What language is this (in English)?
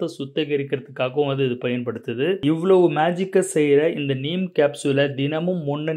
Tamil